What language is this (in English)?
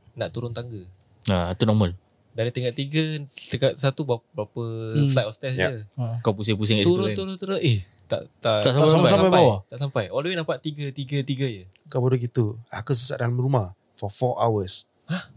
Malay